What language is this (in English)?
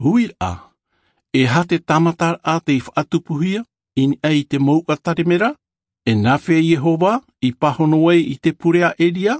Tahitian